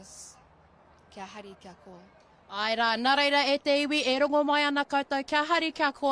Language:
Māori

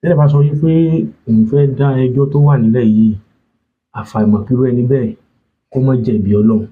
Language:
Yoruba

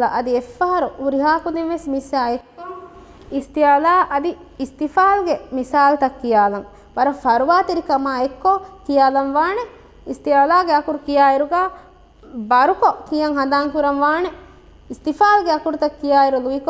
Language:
Divehi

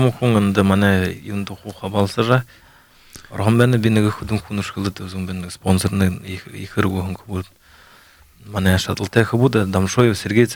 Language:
Buriat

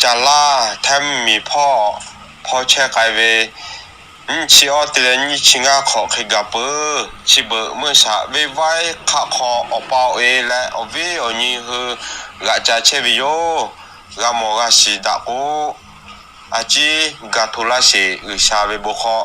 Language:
Lahu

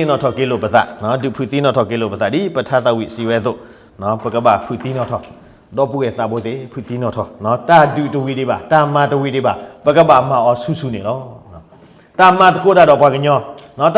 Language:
S'gaw Karen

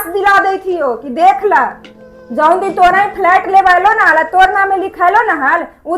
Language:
Magahi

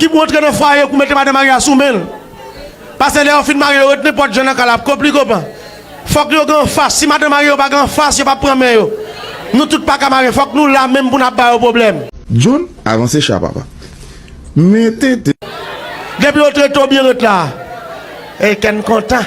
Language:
Haitian Creole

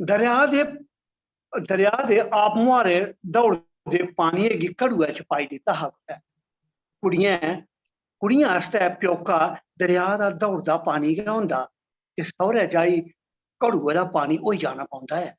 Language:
Dogri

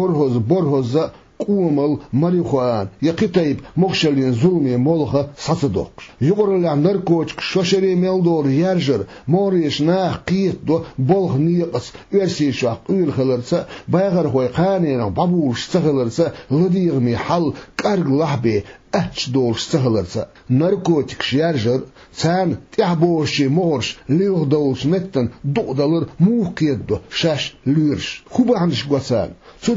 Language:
Chechen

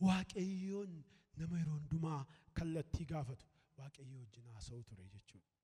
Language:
Oromo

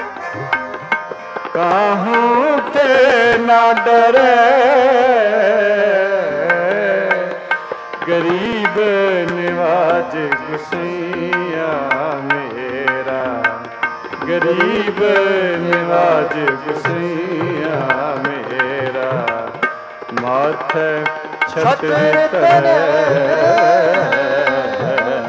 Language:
Punjabi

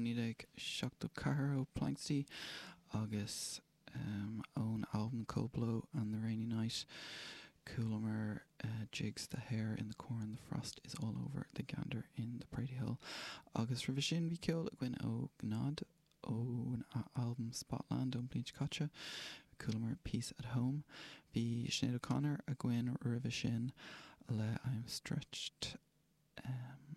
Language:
Irish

